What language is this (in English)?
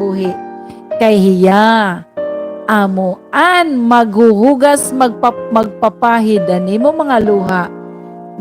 Waray